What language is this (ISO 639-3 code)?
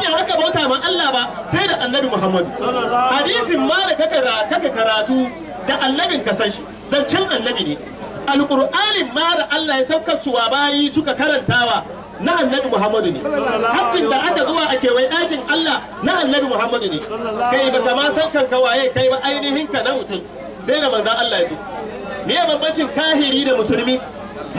hau